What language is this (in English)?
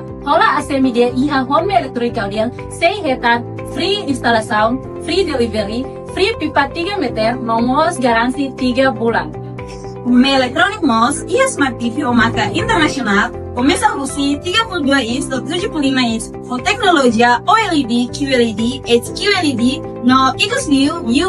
Tetum